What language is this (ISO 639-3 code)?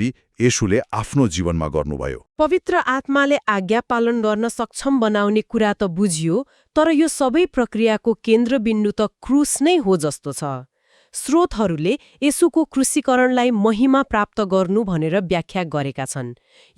nep